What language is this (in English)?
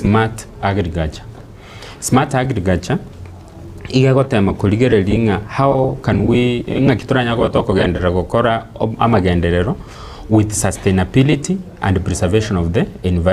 Gusii